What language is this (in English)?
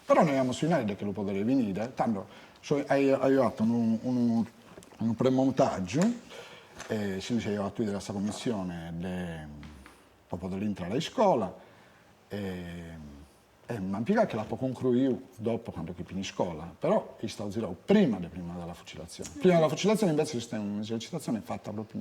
Sardinian